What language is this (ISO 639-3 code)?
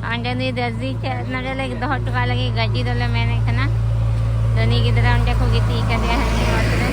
sat